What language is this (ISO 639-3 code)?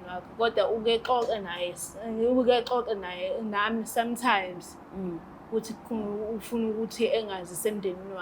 zul